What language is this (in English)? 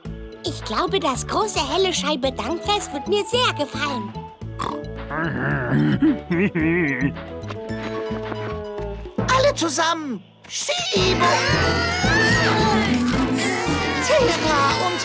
German